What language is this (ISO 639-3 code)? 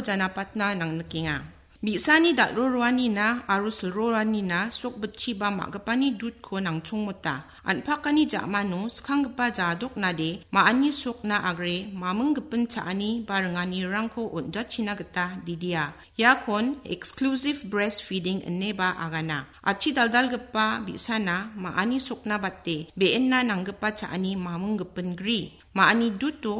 grt